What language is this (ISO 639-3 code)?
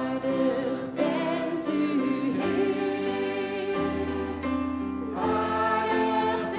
nld